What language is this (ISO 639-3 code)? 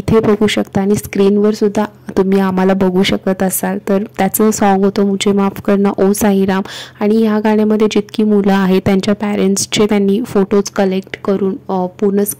mar